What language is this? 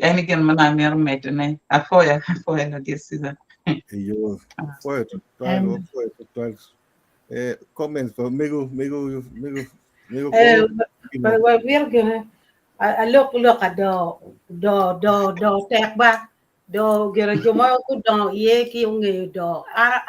Acoli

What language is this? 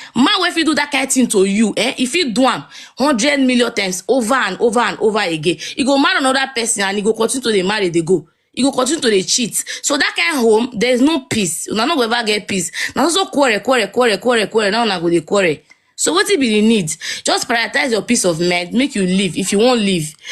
Nigerian Pidgin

